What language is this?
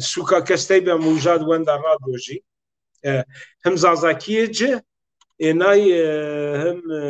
Zaza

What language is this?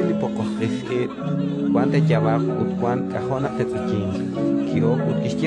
Kekchí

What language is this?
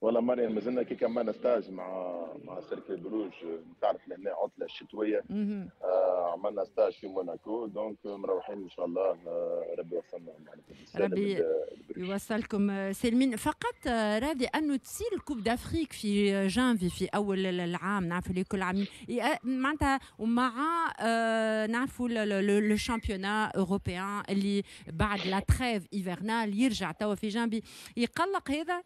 Tunisian Arabic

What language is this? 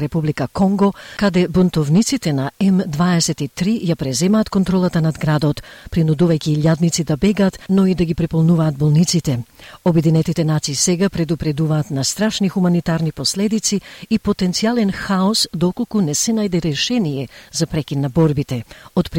Macedonian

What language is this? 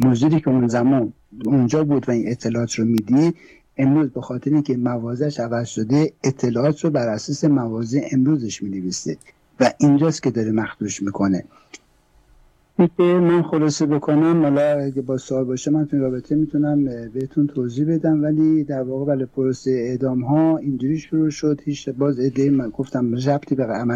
Persian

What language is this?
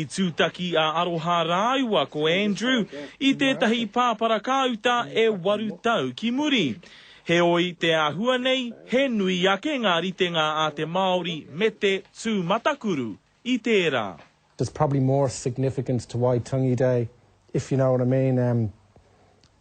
Māori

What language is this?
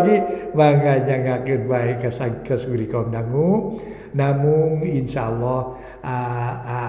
Sundanese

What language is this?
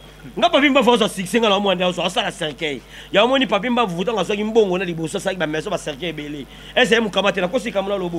Lingala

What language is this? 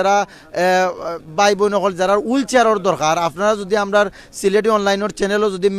Sylheti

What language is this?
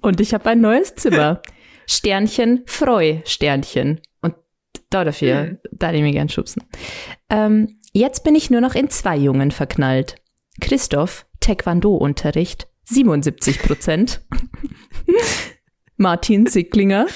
Bavarian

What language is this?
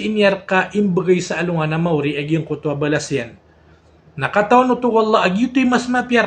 Maranao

